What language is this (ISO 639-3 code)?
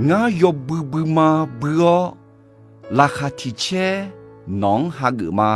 ahk